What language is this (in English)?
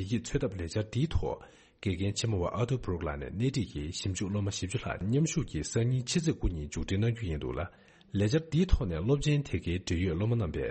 Tibetan